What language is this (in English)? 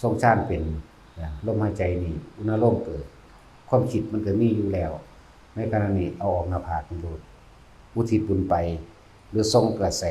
Lao